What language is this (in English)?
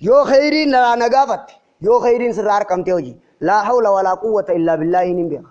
Oromo